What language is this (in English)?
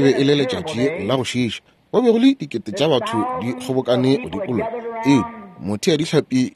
Northern Sotho